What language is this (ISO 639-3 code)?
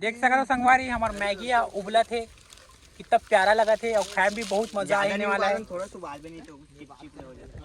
hne